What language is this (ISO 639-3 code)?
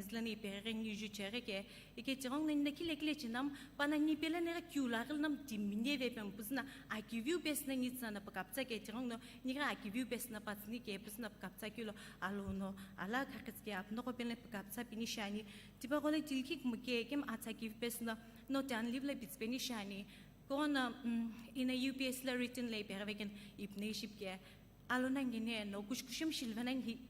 nsm